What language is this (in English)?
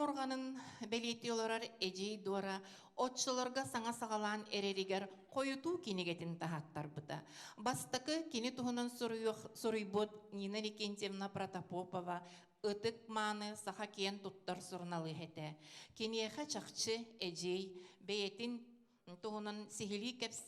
Yakut